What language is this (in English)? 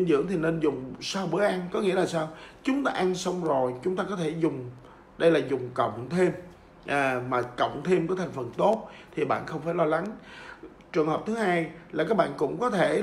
Vietnamese